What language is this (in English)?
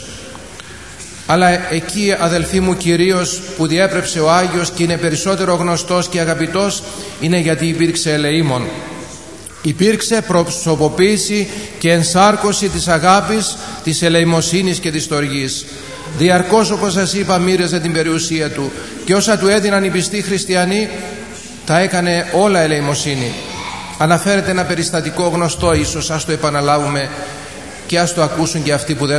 Greek